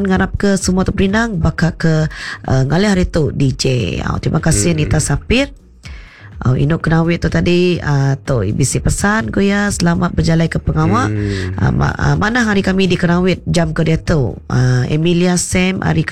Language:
Iban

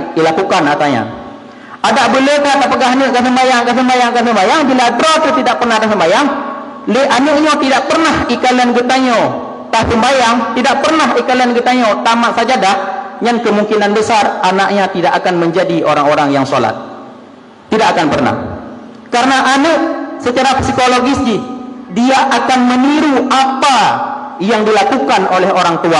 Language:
Achinese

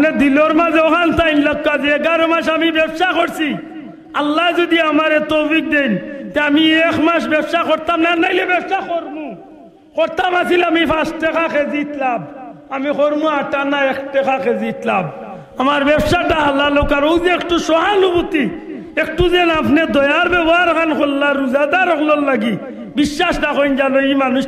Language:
Sylheti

